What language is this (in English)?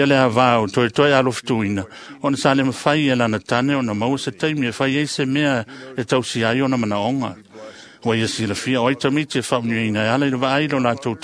Samoan